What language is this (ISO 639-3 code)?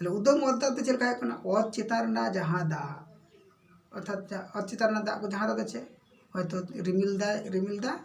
sat